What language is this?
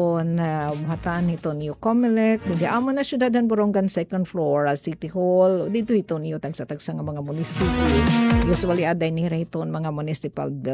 Waray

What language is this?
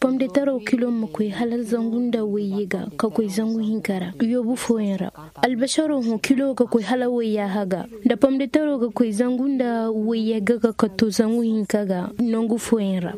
Koyraboro Senni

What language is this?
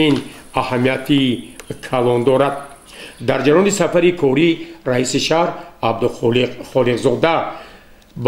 Tajik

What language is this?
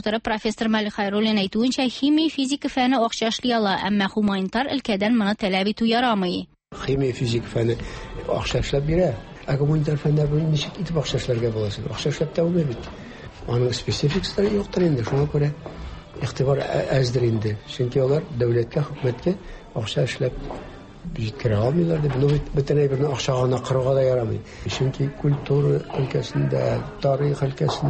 Tatar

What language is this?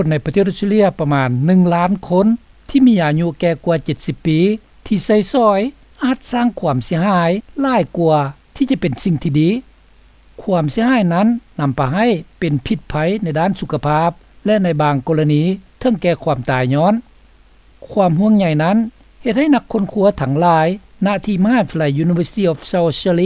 Lao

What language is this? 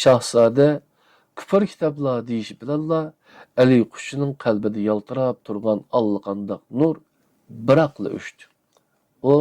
Uyghur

